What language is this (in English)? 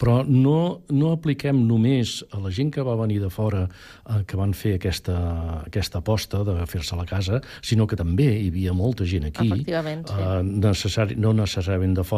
Catalan